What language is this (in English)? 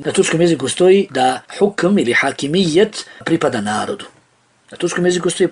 Bosnian